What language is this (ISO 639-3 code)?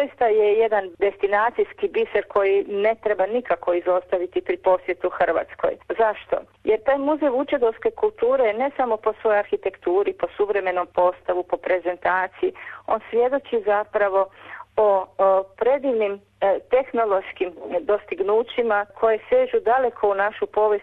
hrv